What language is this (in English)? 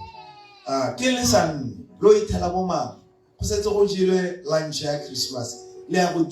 Tswana